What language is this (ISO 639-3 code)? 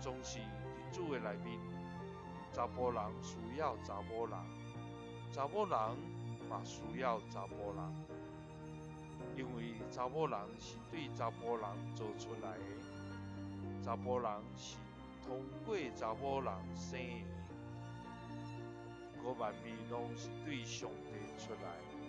nan